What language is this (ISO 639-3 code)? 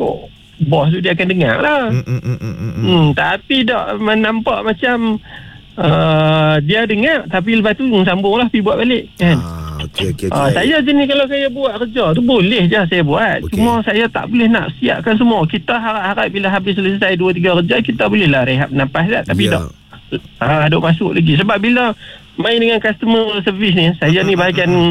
msa